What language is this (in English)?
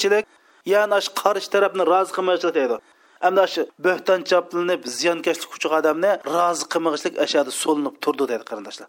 Uyghur